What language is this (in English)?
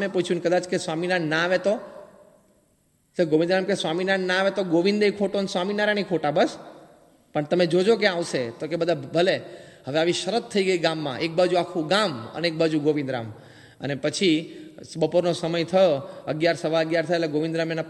Gujarati